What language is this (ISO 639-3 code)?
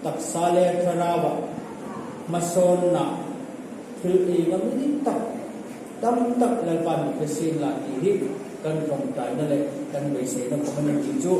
hmr